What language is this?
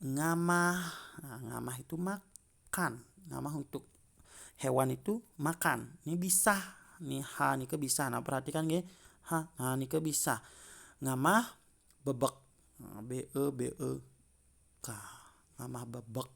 Balinese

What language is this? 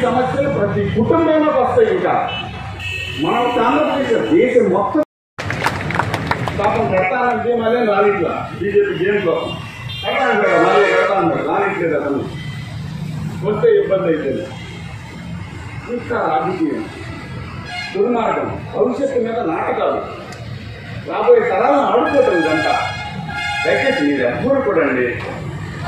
Telugu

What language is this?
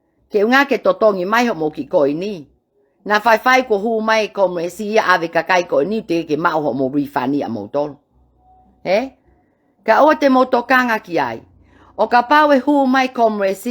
Tongan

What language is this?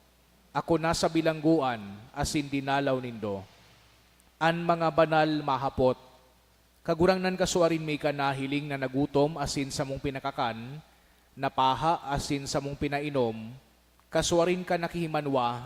Bikol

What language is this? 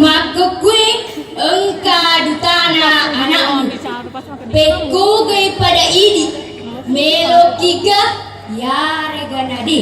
Buginese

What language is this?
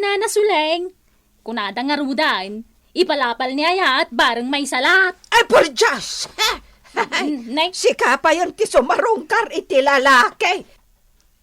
Iloko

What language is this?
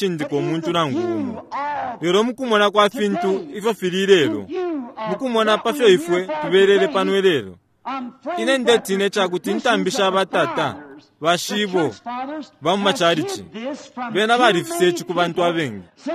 Bemba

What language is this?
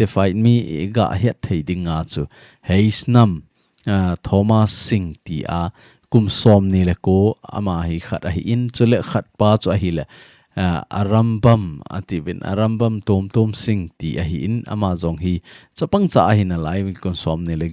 Thado Chin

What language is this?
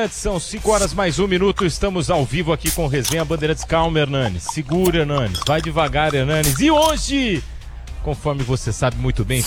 Portuguese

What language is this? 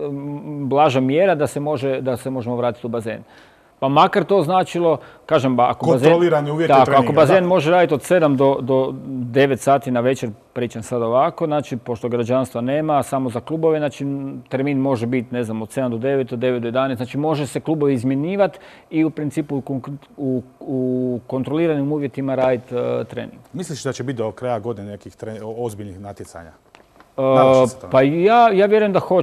Croatian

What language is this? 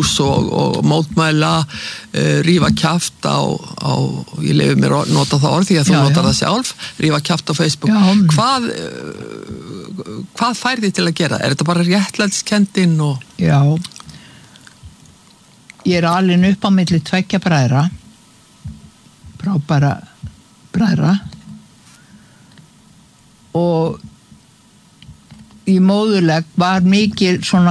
Icelandic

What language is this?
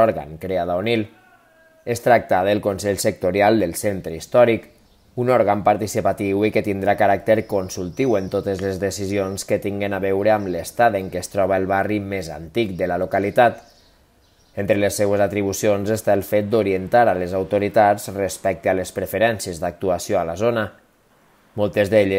Catalan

